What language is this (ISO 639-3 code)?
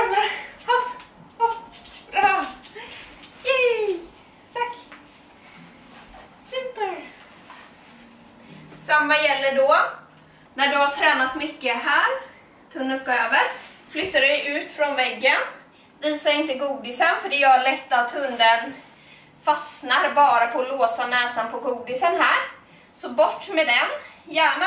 swe